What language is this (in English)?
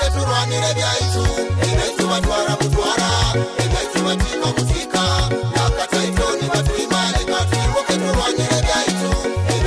Nyoro